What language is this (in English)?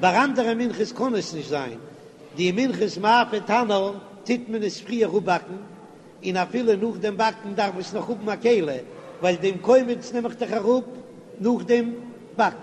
Yiddish